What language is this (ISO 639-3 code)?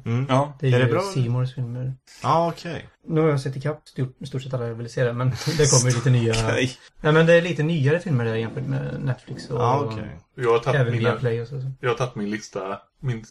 swe